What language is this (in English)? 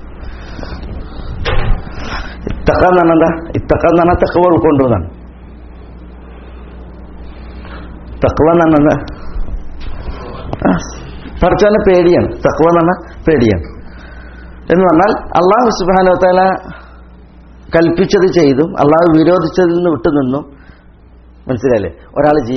Malayalam